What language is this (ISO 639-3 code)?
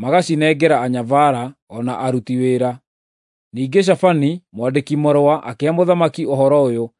kik